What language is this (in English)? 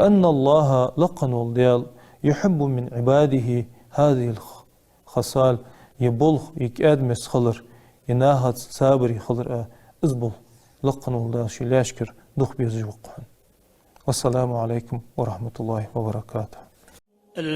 Ingush